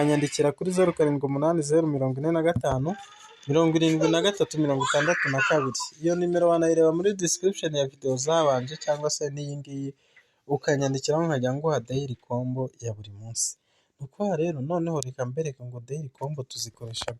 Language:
Kinyarwanda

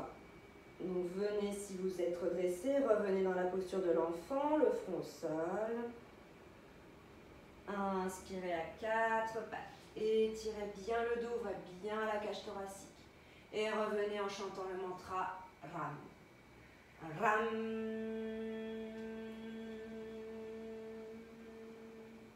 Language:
French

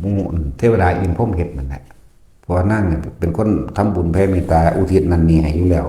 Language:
Northeastern Thai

